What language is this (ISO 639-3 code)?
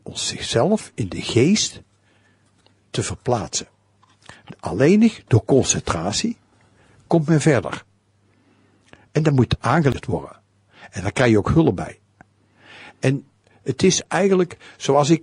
nld